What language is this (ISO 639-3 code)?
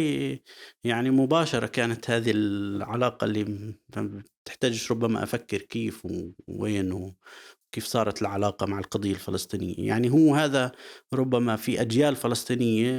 apc